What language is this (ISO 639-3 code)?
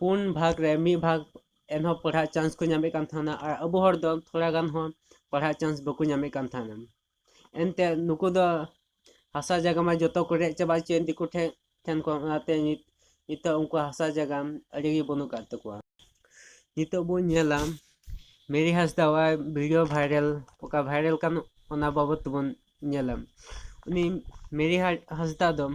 sat